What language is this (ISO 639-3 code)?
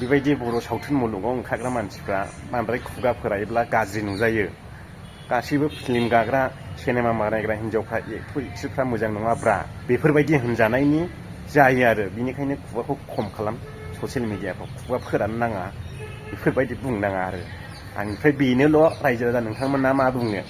brx